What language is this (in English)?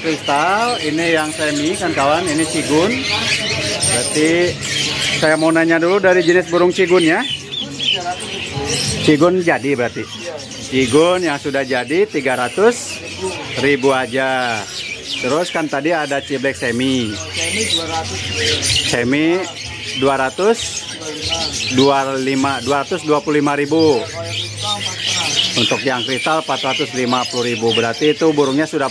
Indonesian